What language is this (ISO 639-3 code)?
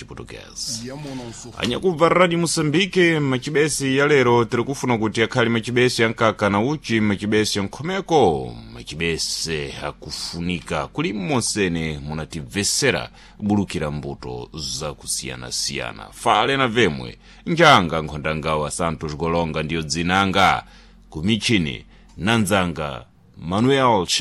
seh